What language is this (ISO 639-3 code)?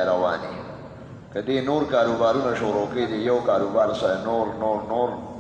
pus